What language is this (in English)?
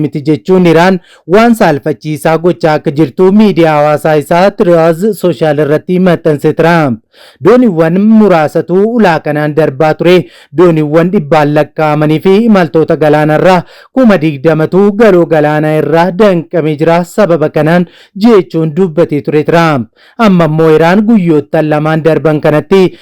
Oromo